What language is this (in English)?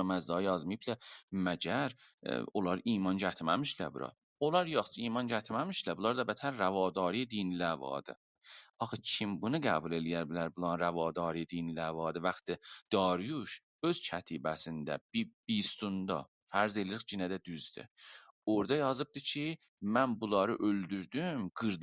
South Azerbaijani